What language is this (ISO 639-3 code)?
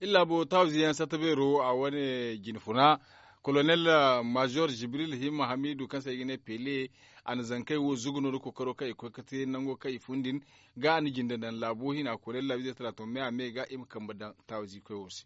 dje